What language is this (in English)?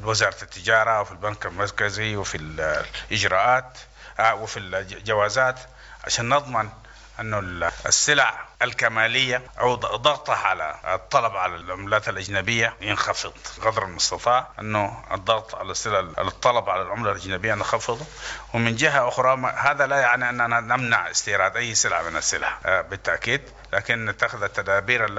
Sudanese Arabic